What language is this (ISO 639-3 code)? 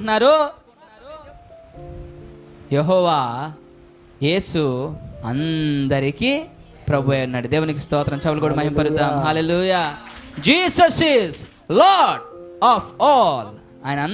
tel